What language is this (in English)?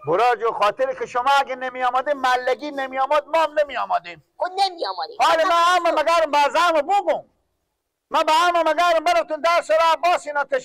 Persian